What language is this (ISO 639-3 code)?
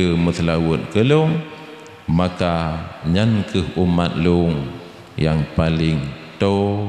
ace